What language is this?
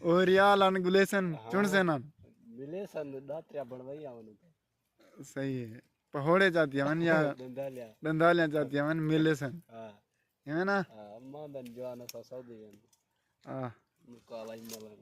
Saraiki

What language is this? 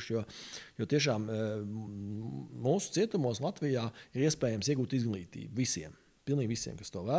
Latvian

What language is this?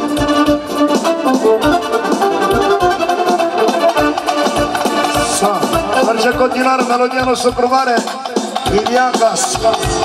Romanian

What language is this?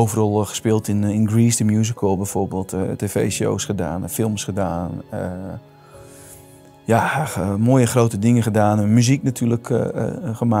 Dutch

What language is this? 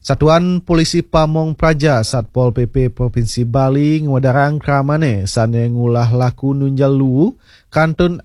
Balinese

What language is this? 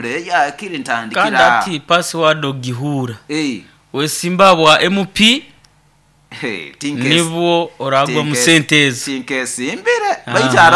Nyoro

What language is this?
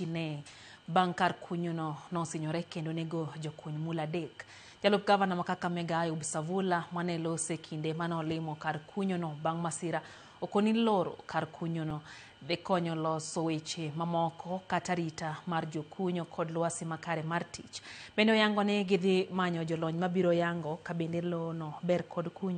Luo (Kenya and Tanzania)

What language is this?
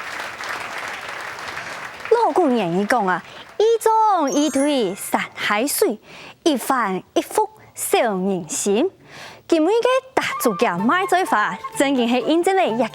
Hakka Chinese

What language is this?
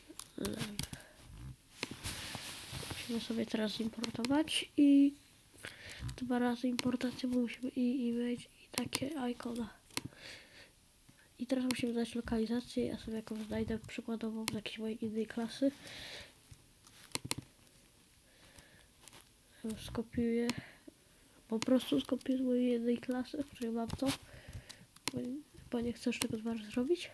Polish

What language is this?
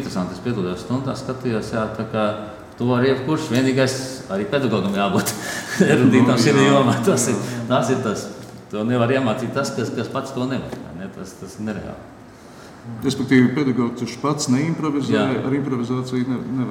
Latvian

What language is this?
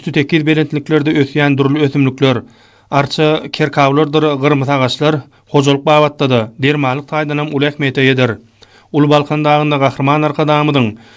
Turkmen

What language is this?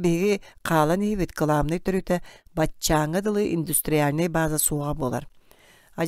Yakut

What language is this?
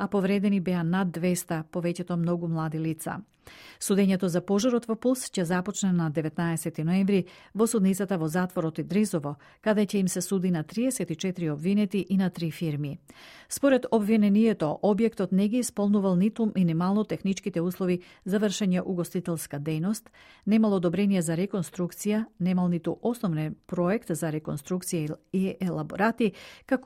Macedonian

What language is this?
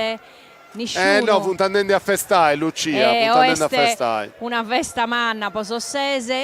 Sardinian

